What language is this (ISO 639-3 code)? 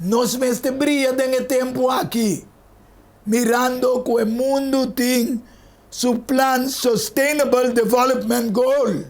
pap